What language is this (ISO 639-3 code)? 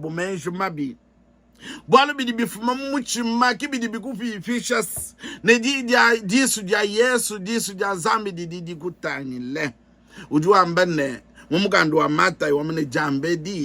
lua